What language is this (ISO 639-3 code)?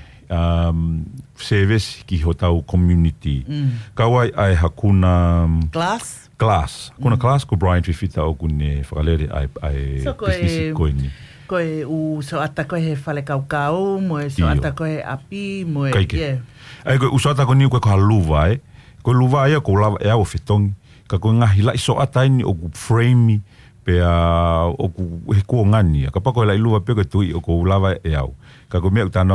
ton